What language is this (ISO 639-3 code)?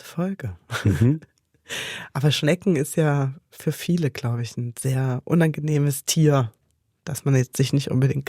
gsw